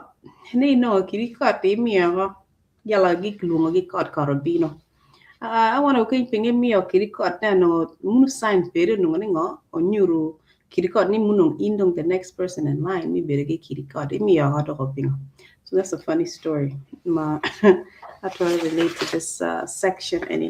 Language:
Acoli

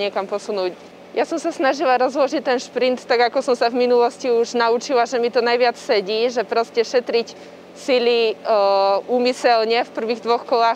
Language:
Slovak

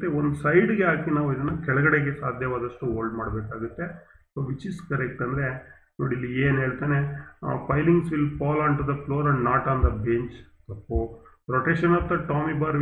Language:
Kannada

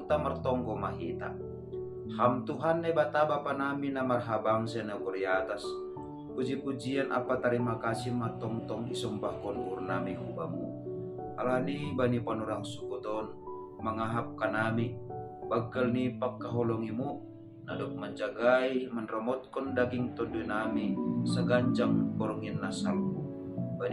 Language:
Batak Simalungun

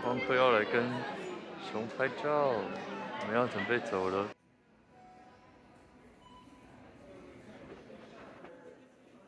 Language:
Chinese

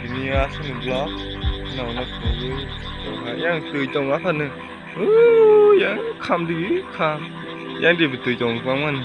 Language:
Kok Borok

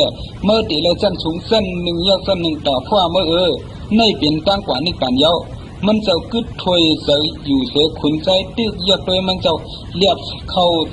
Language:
Shan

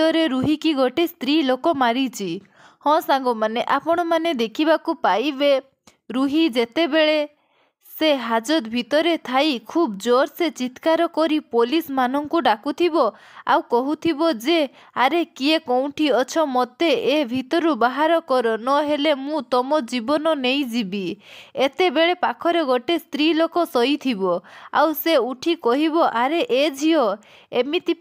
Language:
Odia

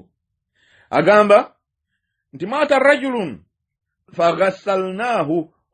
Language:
Ganda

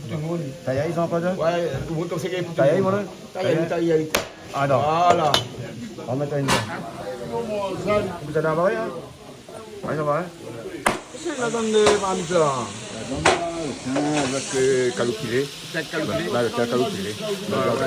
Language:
Réunion Creole French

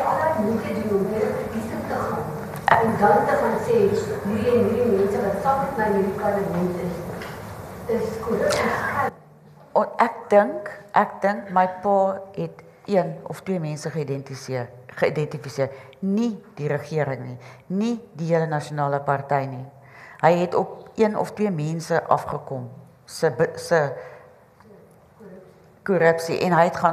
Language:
Afrikaans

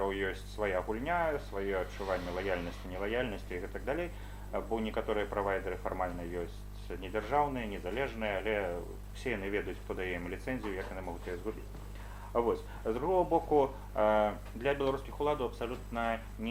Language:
Belarusian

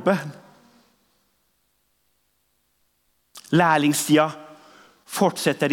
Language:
Norwegian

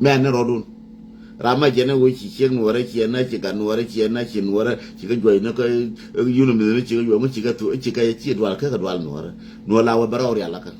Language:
Nuer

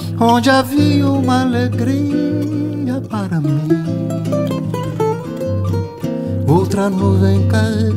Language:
Portuguese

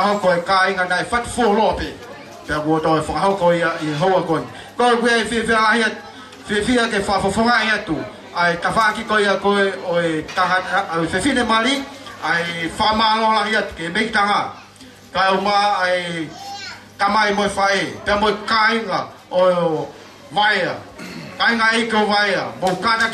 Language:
Tongan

